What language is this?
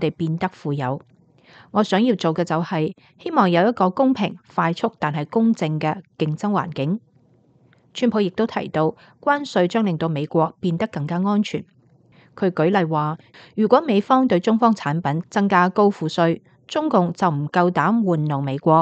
Cantonese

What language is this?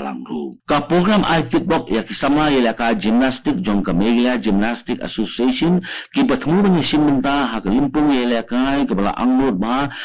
Khasi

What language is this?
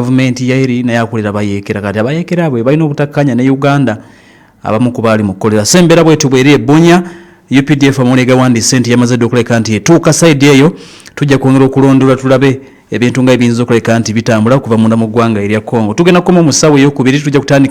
Ganda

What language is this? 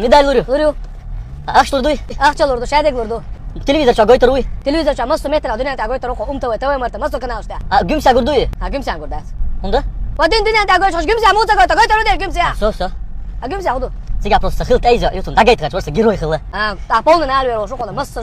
Chechen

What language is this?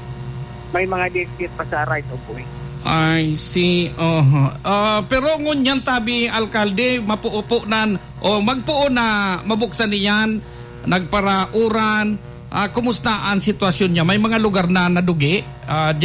Bikol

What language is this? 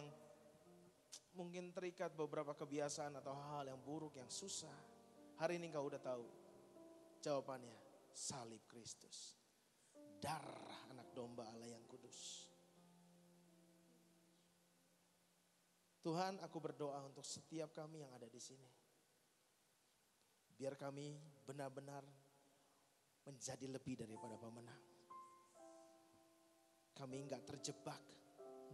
Indonesian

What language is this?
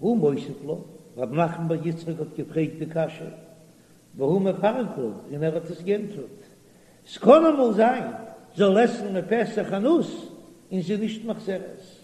Yiddish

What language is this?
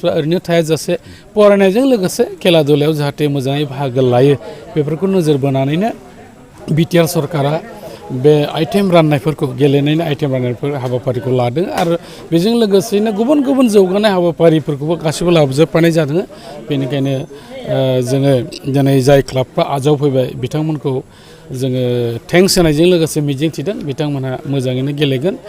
Bodo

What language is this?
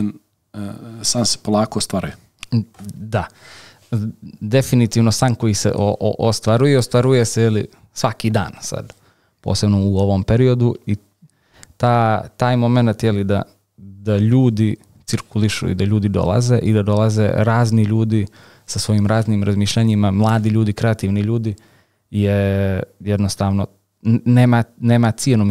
Serbian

